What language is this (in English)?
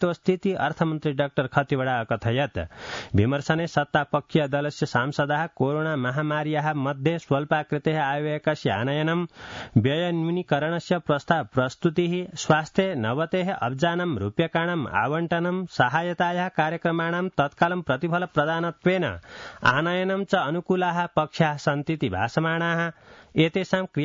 Sanskrit